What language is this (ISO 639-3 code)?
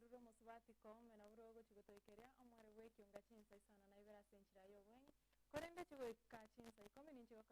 guz